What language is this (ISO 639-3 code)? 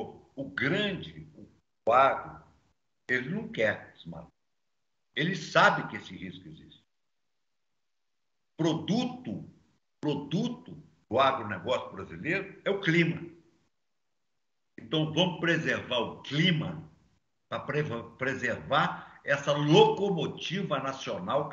por